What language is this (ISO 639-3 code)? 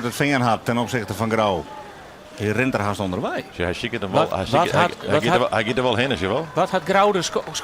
fry